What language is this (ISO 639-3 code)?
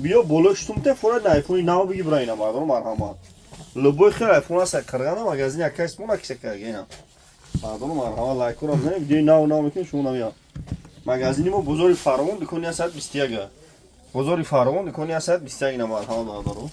tgk